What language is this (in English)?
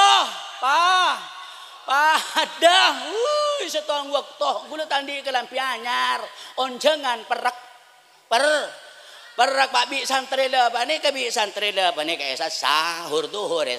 Madurese